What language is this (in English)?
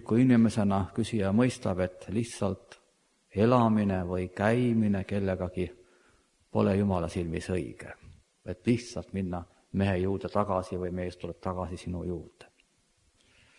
Estonian